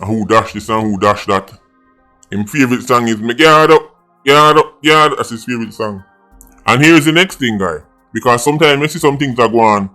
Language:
Jamaican Creole English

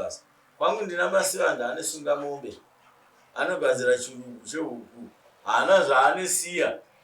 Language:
Shona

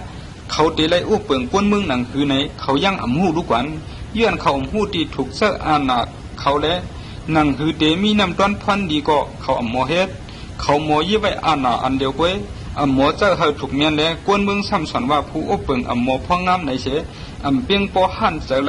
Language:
Shan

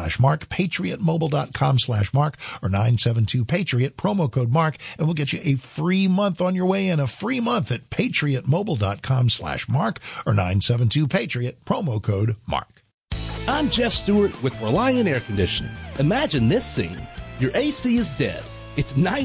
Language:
English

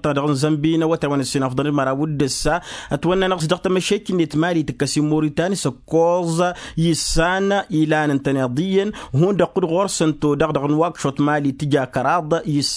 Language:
Tamasheq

